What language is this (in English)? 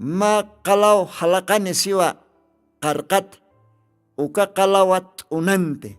Aymara